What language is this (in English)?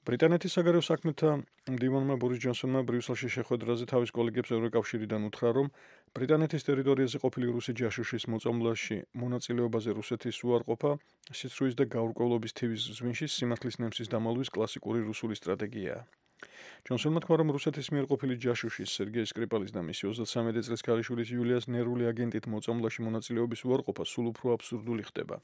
Georgian